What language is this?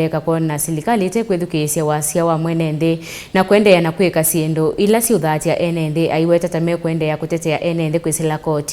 Kamba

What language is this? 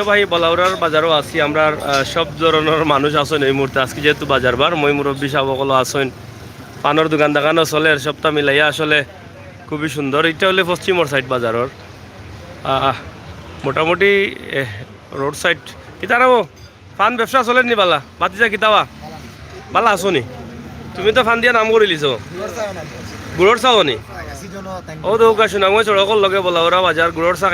Sylheti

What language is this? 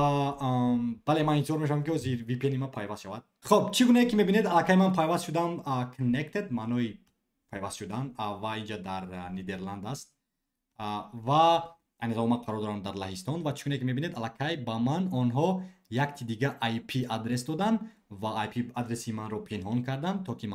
Tajik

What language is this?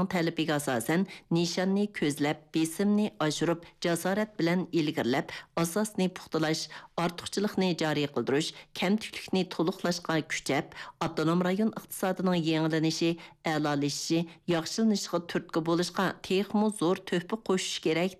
Uyghur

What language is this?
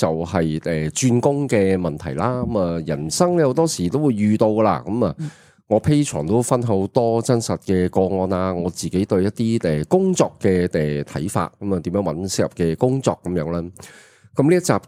Cantonese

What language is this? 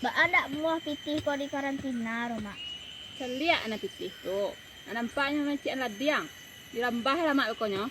Minangkabau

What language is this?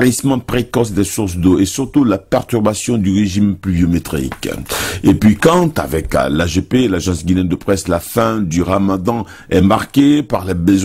French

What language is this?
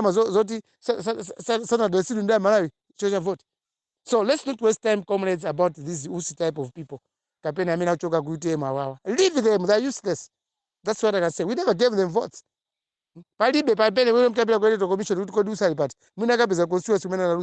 Nyanja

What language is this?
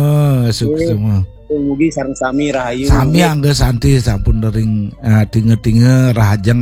Balinese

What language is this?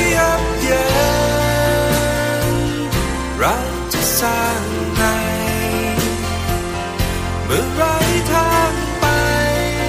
Thai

